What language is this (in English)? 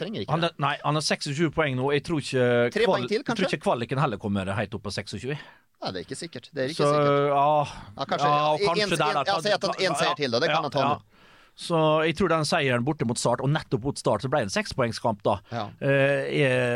Norwegian